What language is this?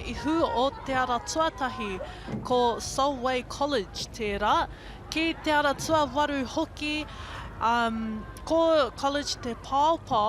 Māori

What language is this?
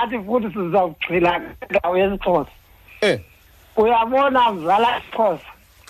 Xhosa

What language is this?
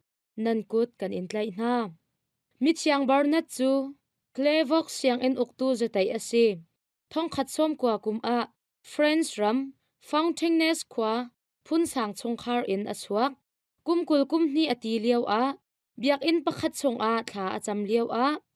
Hakha Chin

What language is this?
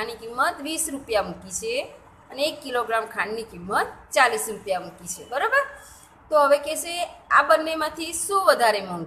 Gujarati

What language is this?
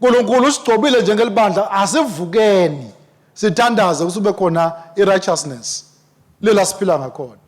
Swati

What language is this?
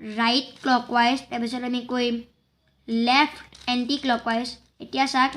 Assamese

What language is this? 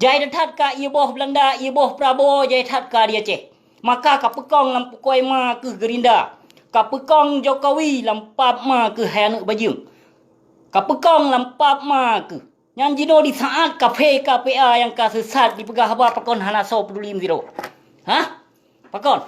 Achinese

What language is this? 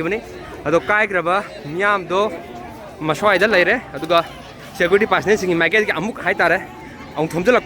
Manipuri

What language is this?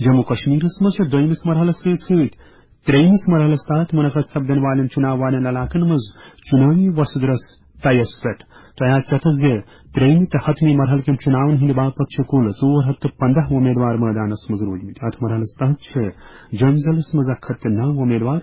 Kashmiri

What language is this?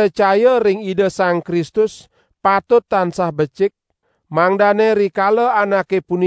Balinese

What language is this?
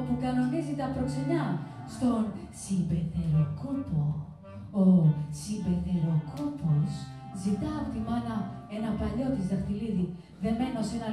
Greek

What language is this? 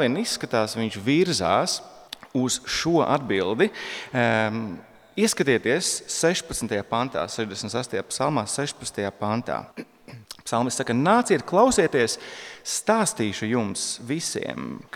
Latvian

